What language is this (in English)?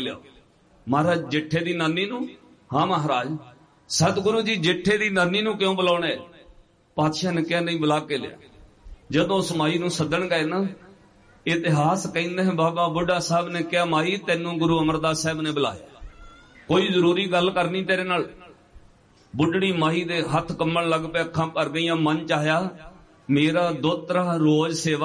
Punjabi